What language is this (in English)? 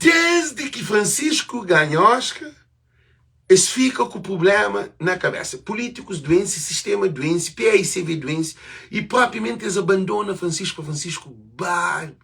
Kabuverdianu